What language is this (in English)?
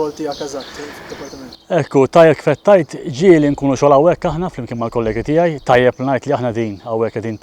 Maltese